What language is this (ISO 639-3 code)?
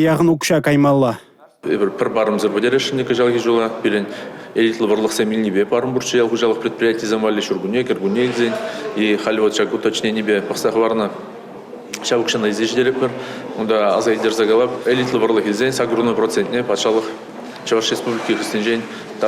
chv